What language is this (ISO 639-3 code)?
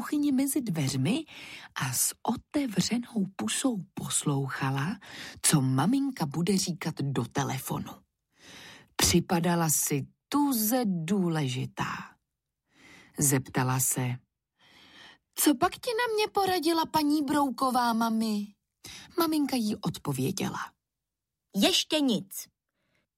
ces